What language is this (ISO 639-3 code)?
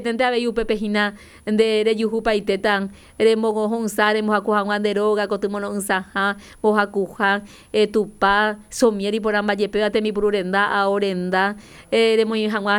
grn